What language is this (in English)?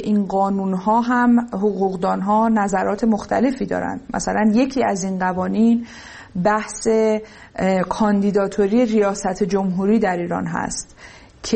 Persian